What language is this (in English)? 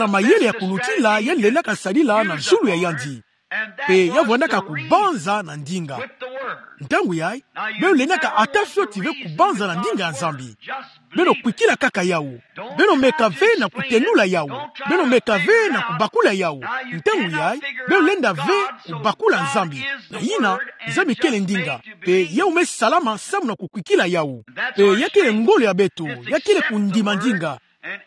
Kituba (Democratic Republic of Congo)